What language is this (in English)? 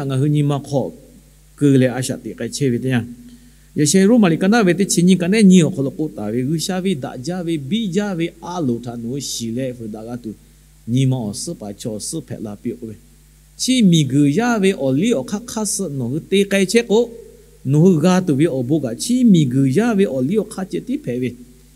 Lahu